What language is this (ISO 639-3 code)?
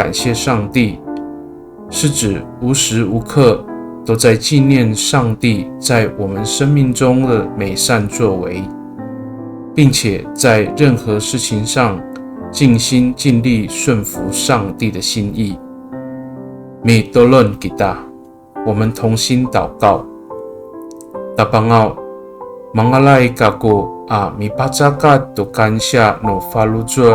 ami